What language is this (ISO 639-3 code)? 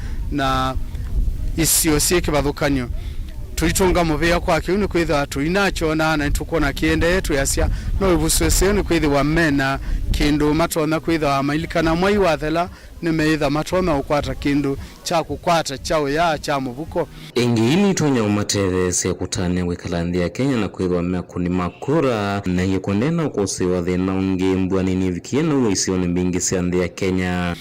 kam